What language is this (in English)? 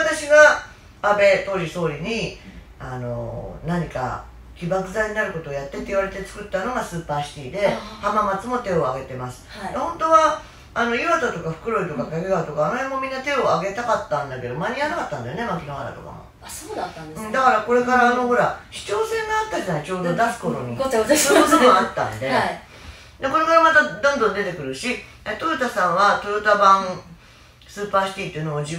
Japanese